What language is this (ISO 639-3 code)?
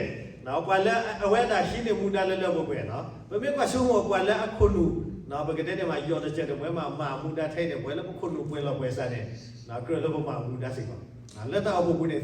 ksw